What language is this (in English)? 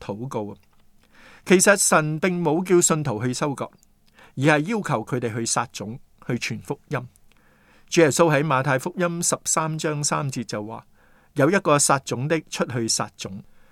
Cantonese